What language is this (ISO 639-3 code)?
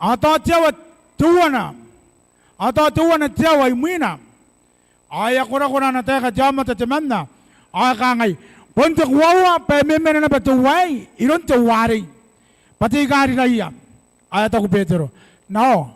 gil